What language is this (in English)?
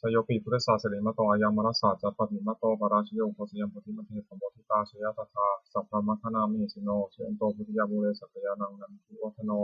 Pali